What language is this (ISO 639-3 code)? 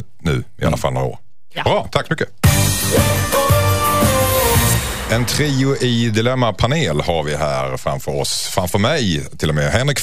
swe